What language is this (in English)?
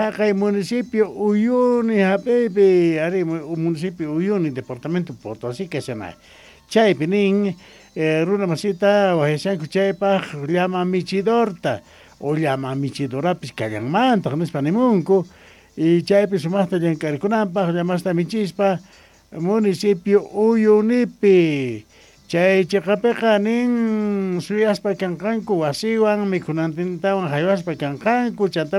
South Bolivian Quechua